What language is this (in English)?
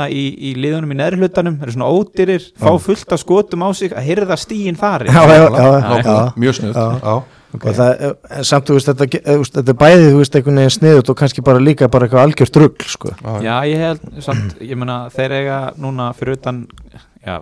Icelandic